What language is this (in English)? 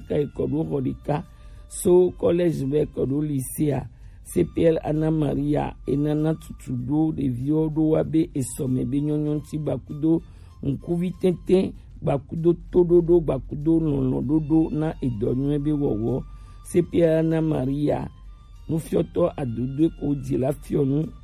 Gen